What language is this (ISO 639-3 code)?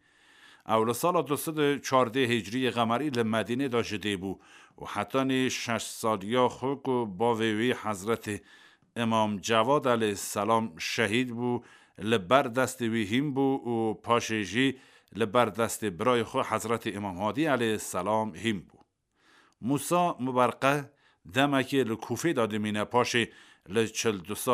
kur